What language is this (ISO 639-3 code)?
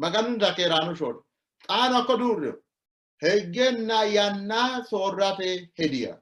sid